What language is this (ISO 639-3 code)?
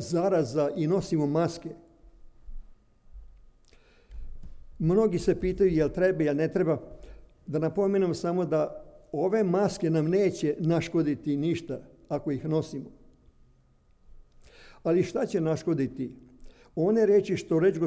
srp